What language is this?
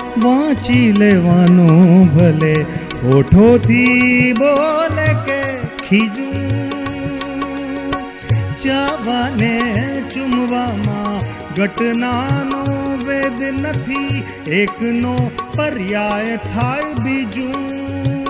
Gujarati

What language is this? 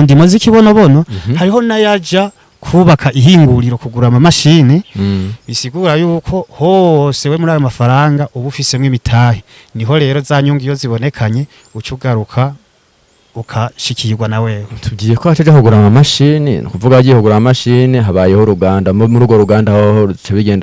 Rundi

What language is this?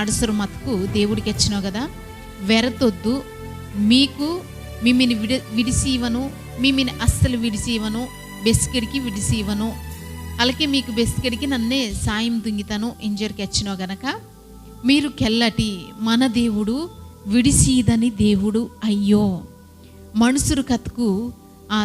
Koya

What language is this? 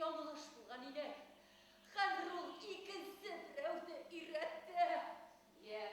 Bashkir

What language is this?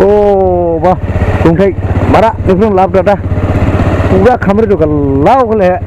Dimasa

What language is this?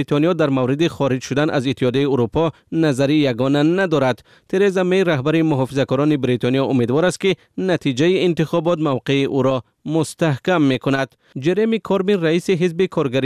Persian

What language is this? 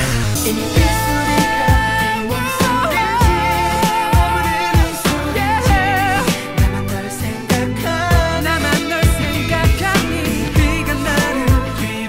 Korean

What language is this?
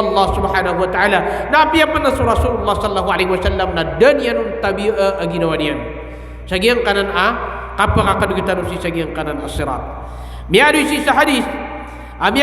Maranao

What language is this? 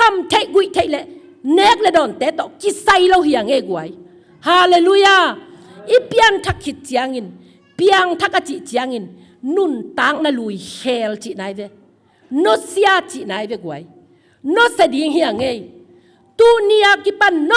Tedim Chin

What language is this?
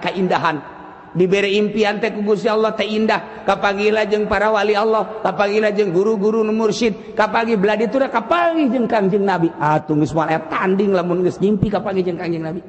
Sundanese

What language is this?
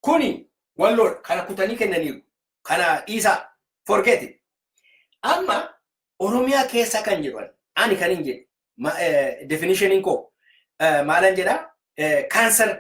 Oromo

